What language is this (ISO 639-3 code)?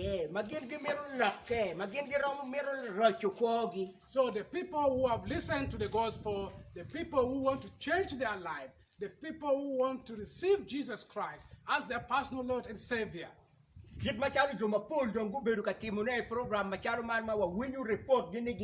ach